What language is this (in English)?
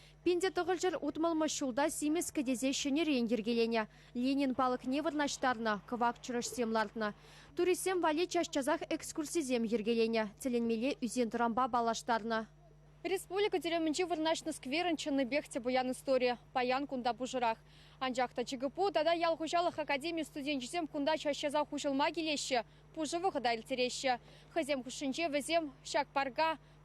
Chuvash